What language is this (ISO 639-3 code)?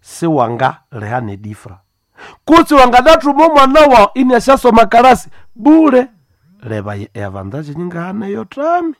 nnb